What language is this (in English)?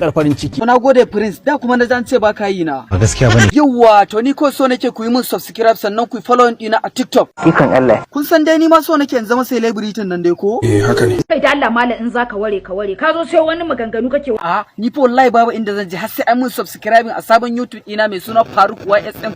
Hausa